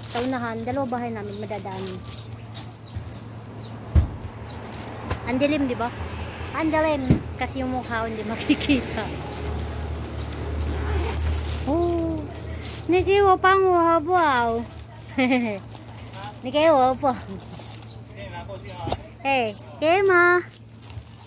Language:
Filipino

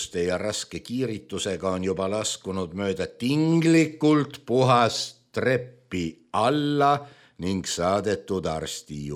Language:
Estonian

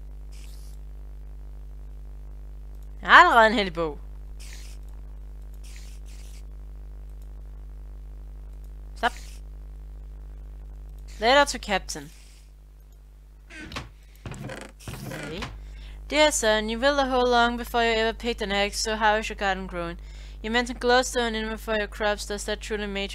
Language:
Danish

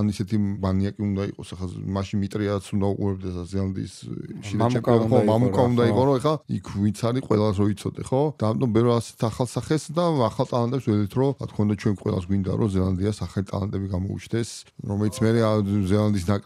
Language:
Georgian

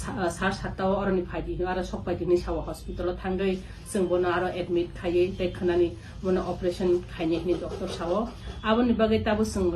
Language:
Kok Borok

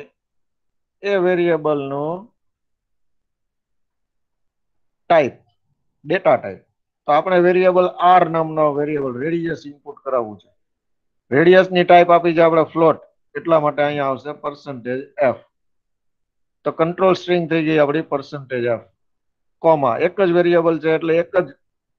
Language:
Gujarati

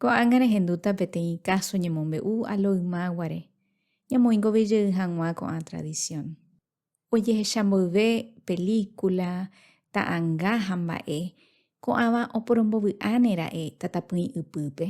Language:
Guarani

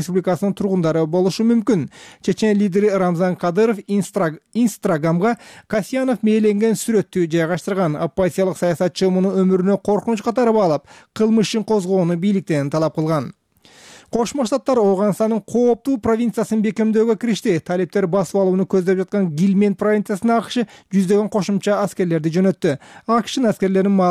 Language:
Kyrgyz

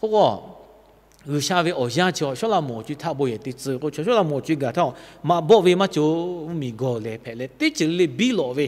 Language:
Lahu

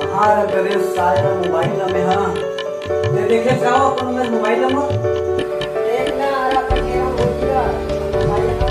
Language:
Chhattisgarhi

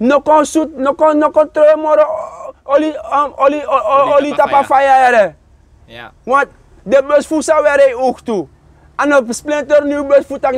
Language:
Sranan Tongo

